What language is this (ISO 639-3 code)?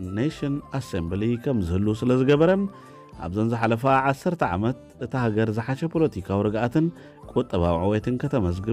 tir